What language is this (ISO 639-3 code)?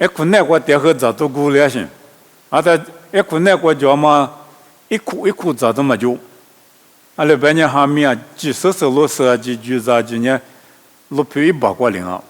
lis